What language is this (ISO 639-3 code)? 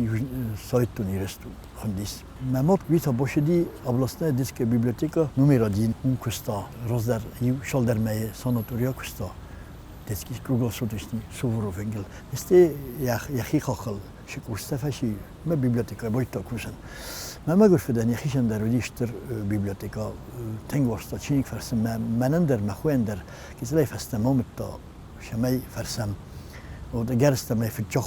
oss